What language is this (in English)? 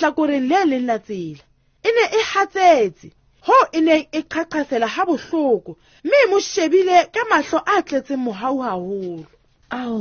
Southern Sotho